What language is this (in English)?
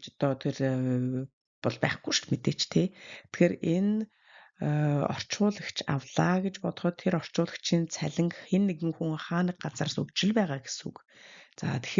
Mongolian